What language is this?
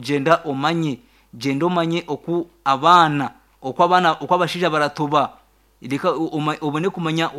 Nyankole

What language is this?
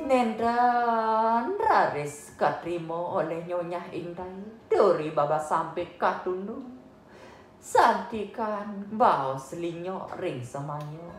Balinese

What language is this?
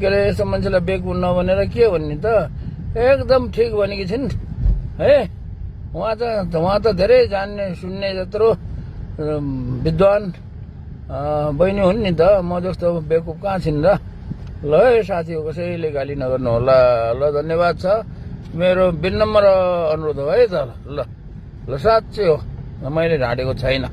Nepali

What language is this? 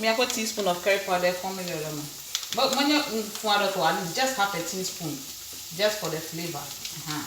Ewe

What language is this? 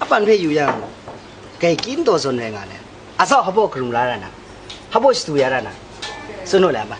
Kachin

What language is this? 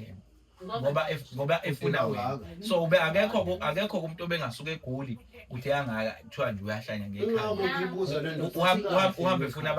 Zulu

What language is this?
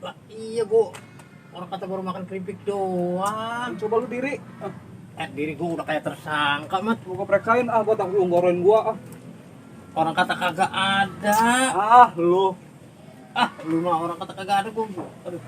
Betawi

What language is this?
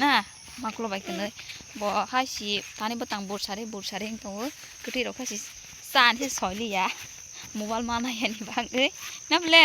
Kok Borok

